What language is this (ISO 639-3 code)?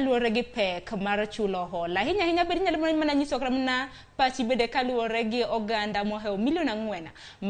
luo